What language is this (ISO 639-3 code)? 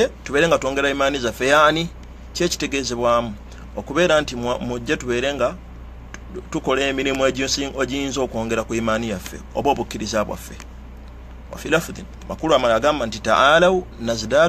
lug